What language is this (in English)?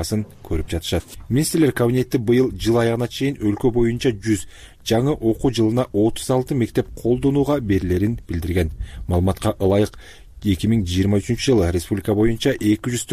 Kyrgyz